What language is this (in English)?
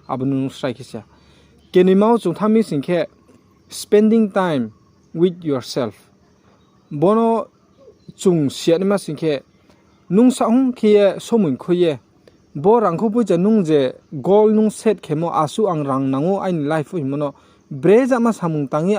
Riang (India)